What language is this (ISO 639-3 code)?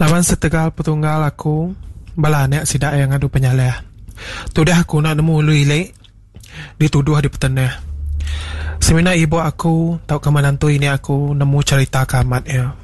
iba